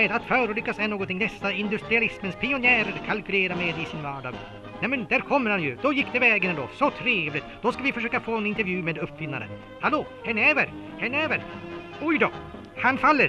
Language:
Swedish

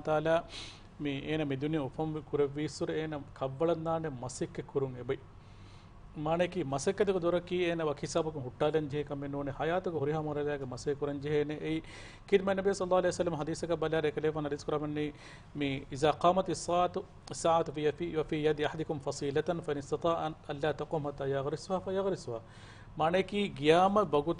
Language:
Divehi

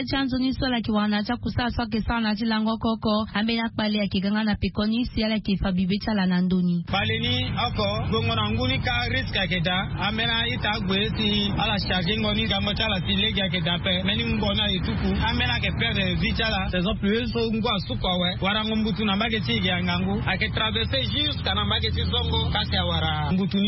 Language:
Sango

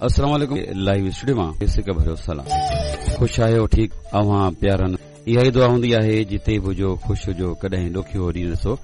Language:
Sindhi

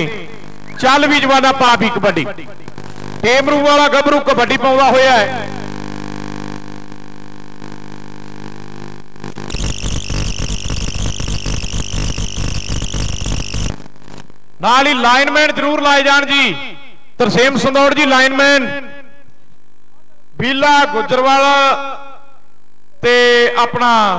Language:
Punjabi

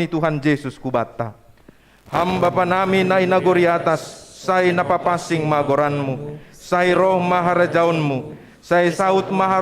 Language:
Batak Simalungun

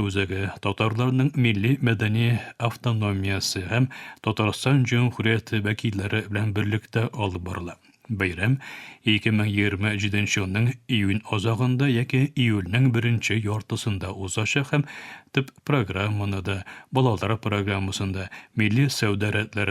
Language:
Tatar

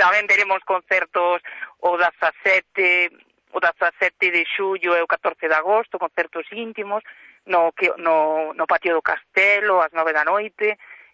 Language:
Galician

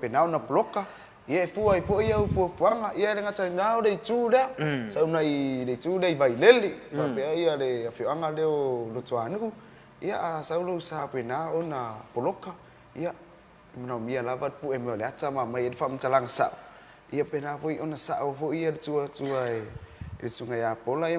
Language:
Samoan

